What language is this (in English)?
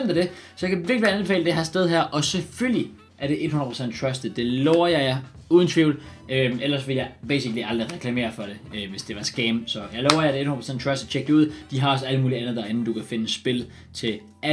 Danish